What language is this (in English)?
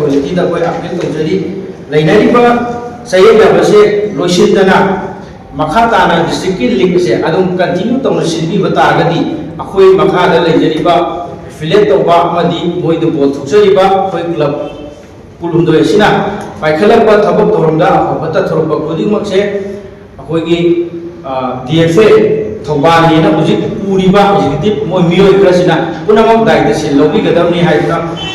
Manipuri